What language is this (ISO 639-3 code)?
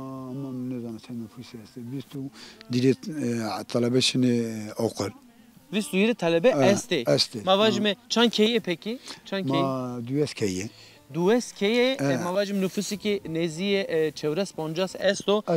zza